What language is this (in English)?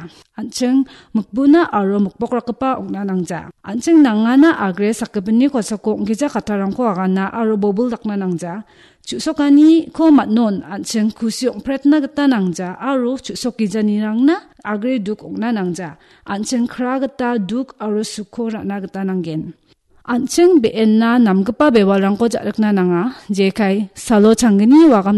Garo